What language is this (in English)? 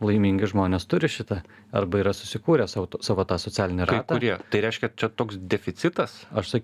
Lithuanian